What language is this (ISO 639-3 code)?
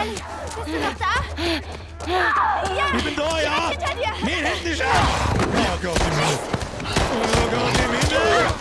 bar